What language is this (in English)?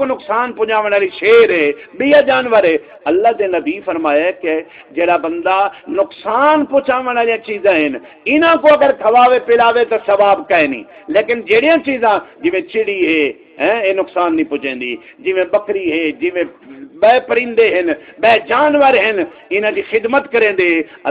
Saraiki